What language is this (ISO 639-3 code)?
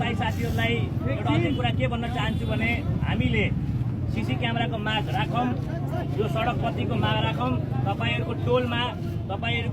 nep